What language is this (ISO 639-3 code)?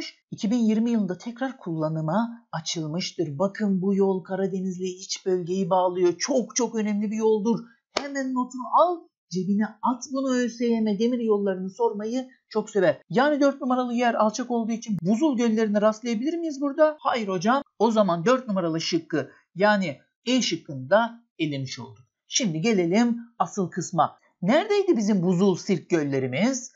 tur